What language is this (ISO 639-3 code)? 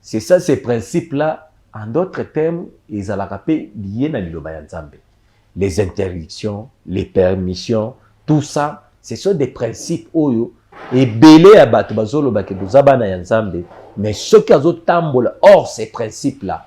lin